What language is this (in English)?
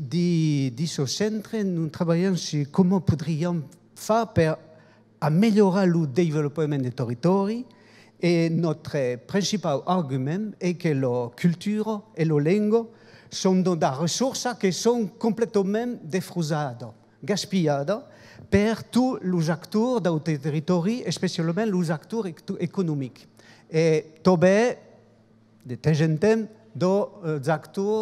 Occitan